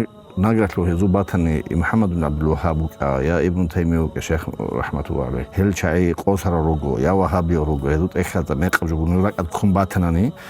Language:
Avaric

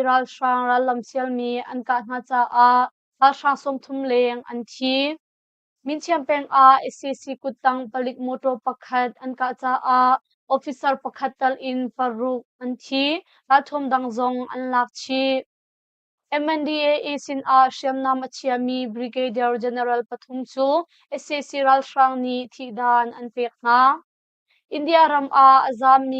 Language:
Hakha Chin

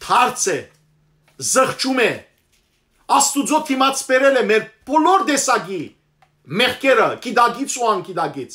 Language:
Western Armenian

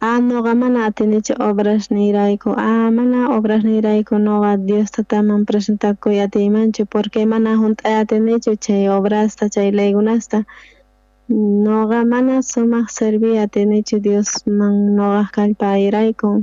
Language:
South Bolivian Quechua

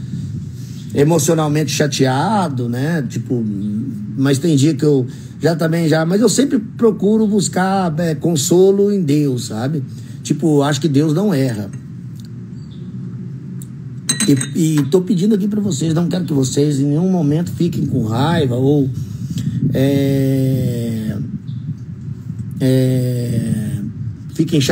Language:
Portuguese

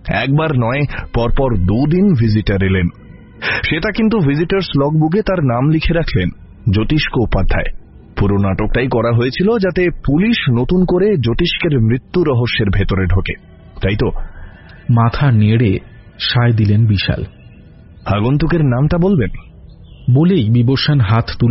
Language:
Bangla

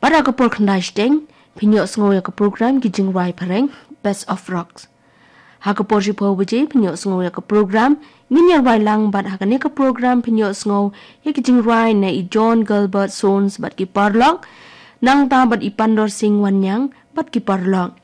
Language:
Khasi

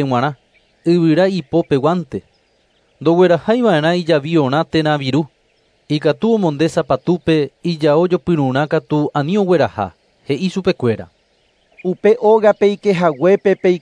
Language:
Guarani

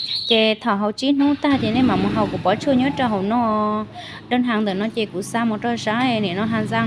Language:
Hmong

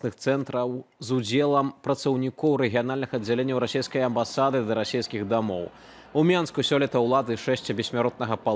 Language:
Belarusian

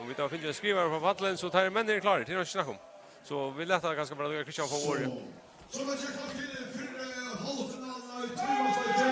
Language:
Faroese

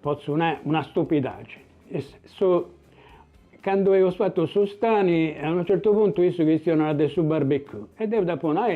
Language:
Sardinian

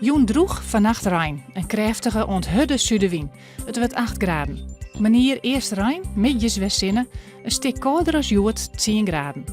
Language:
Western Frisian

